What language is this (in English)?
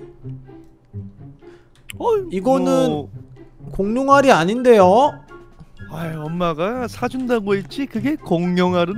Korean